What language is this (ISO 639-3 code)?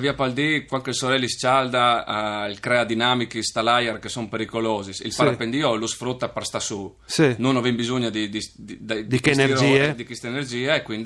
fur